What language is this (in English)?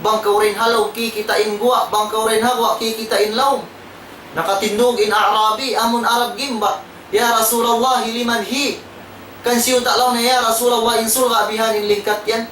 Tausug